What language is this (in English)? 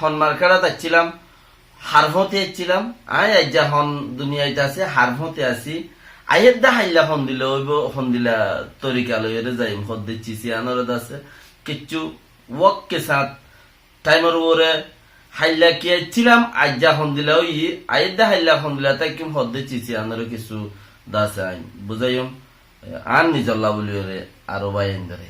Rohingya